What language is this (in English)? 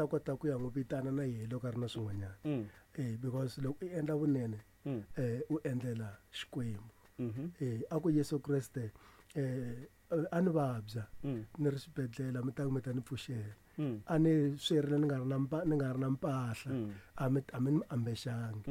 Tsonga